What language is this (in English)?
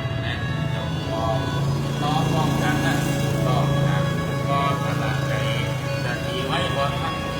Northeastern Thai